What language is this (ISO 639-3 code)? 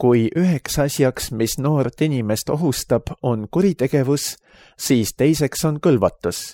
est